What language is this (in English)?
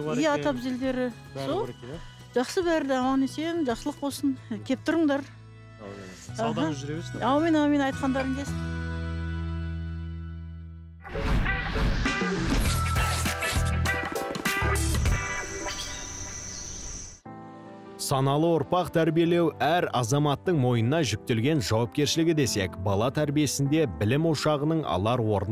Kazakh